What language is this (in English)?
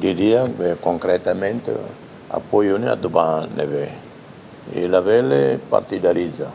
Tetum